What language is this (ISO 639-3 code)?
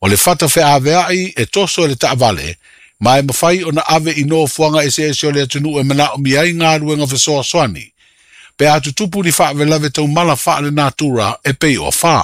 smo